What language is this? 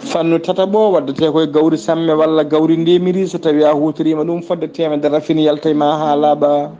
Fula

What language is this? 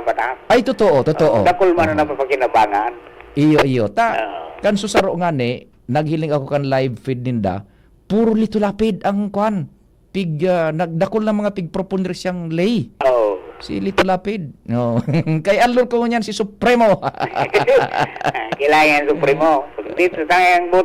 Bikol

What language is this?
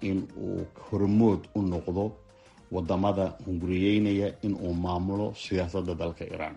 Somali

